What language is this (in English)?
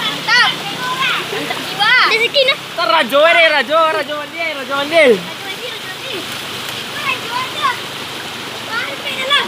Minangkabau